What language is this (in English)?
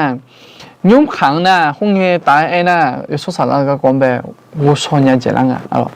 Akha